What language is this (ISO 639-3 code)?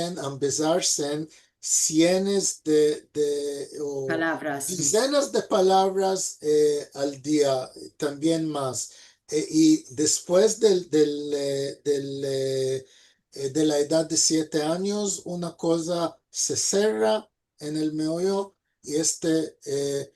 lad